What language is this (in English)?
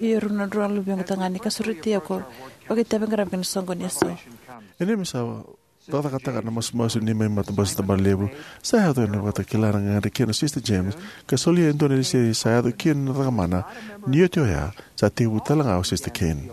Fijian